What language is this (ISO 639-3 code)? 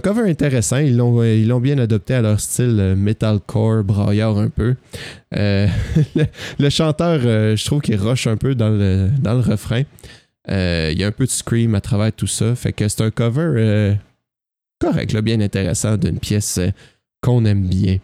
fra